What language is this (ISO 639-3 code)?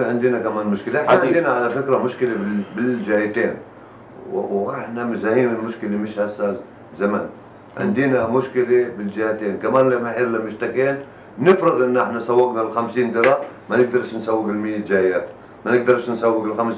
apc